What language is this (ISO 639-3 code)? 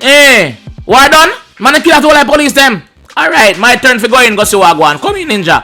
jam